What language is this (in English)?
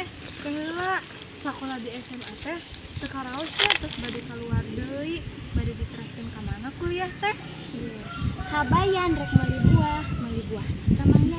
Sundanese